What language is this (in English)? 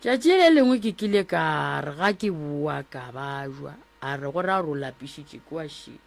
Northern Sotho